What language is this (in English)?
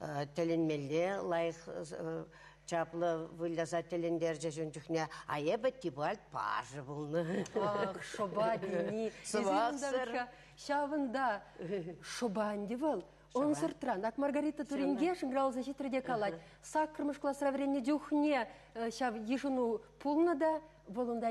Chuvash